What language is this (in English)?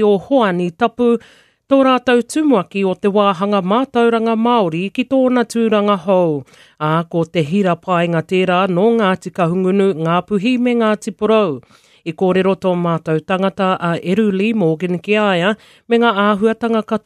Māori